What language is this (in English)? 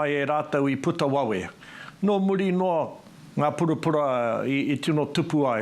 Māori